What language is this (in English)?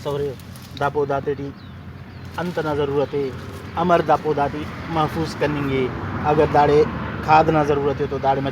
Brahui